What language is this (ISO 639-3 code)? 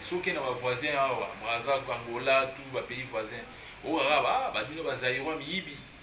lin